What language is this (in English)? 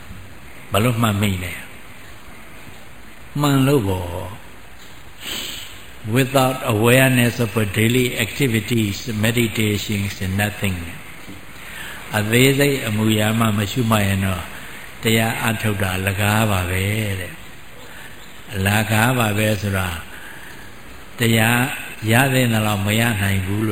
Burmese